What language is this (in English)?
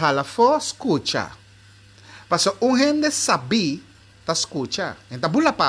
Papiamento